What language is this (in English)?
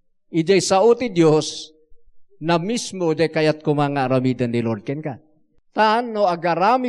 Iloko